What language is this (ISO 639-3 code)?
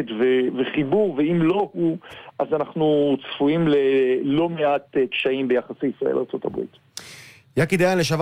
heb